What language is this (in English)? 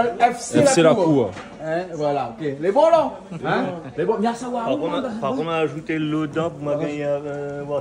Réunion Creole French